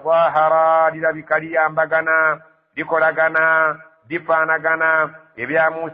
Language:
Ganda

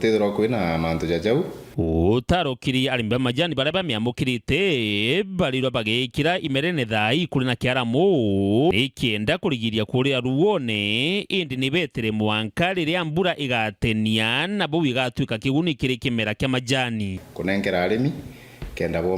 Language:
Meru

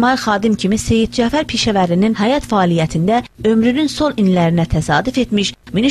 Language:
South Azerbaijani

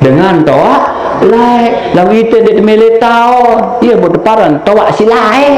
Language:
Sasak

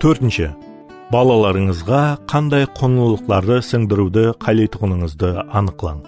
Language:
Kara-Kalpak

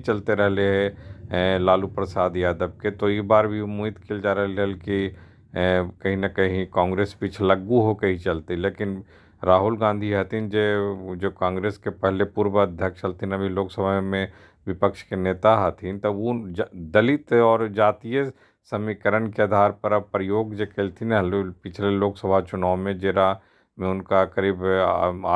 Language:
Magahi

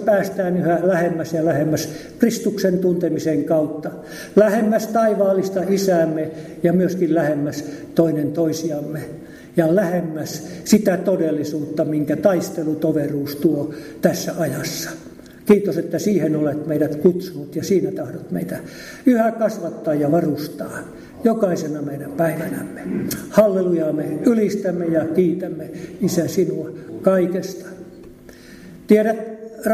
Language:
Finnish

